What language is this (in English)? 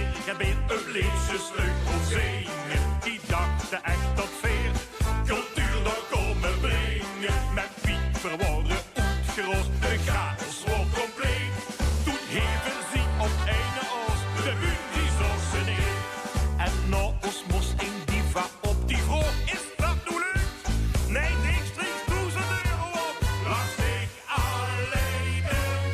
Limburgish